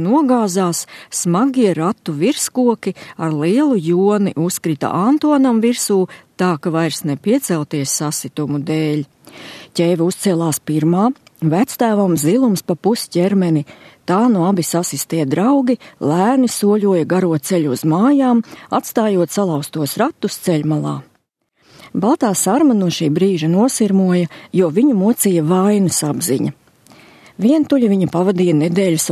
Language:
Latvian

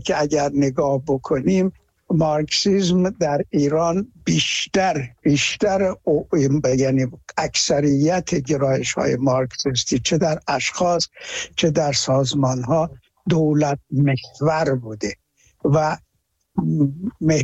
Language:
Persian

